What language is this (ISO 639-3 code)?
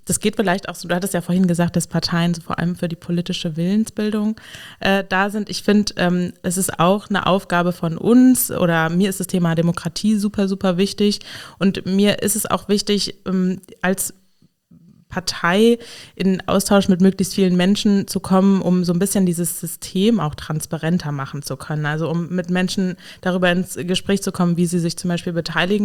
deu